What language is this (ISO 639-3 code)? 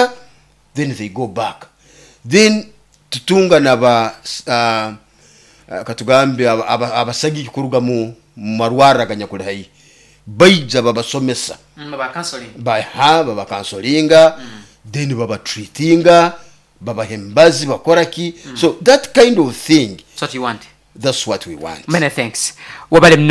nyo